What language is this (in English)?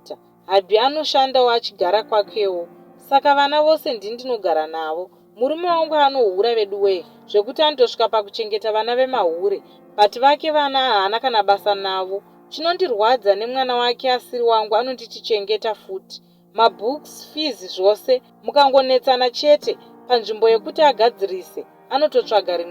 Shona